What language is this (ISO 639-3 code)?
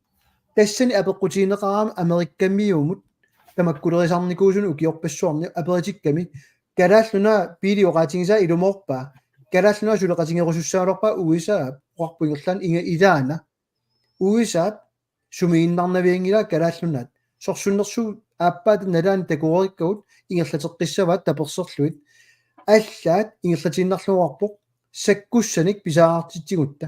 kal